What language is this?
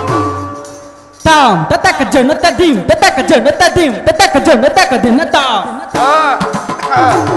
Kannada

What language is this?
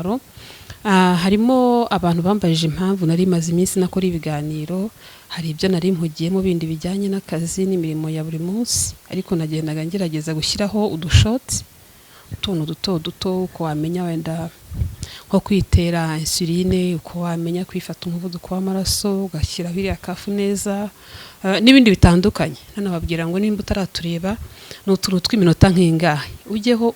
Kinyarwanda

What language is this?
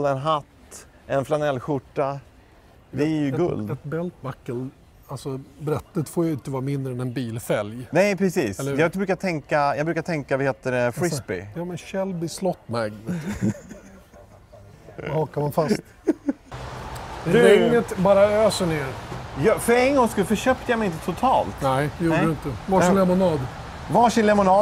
Swedish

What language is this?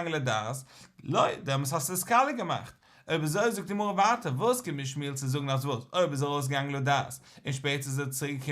Yiddish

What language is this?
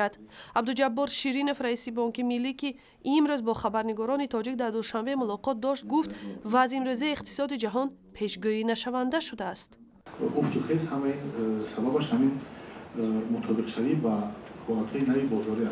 Tajik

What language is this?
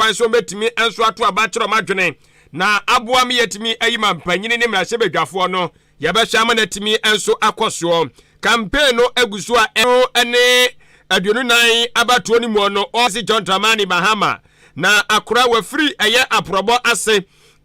Akan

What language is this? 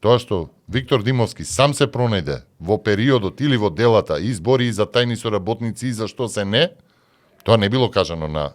Macedonian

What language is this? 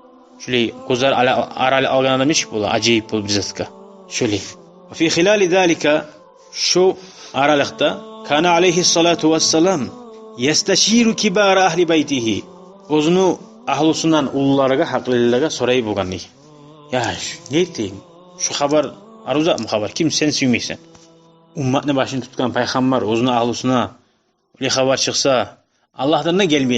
Kumyk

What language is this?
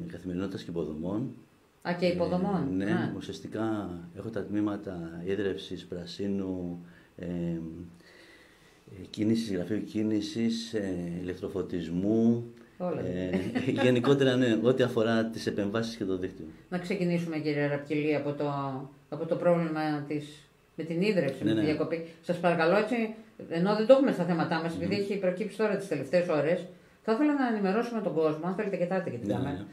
Greek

